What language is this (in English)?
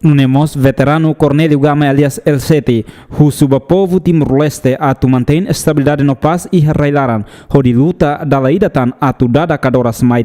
Tetum